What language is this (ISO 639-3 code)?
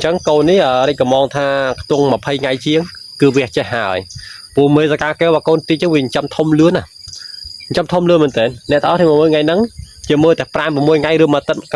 khm